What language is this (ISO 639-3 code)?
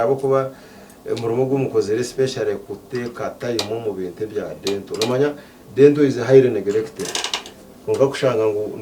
nyn